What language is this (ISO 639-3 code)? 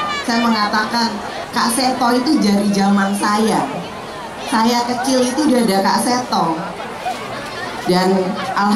ind